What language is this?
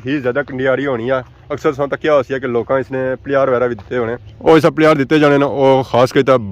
Pahari-Potwari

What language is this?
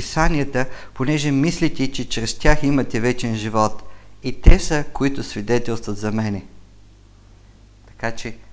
Bulgarian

